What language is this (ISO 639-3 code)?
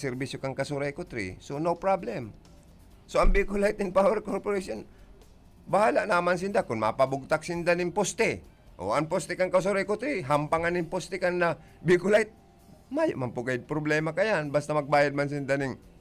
bik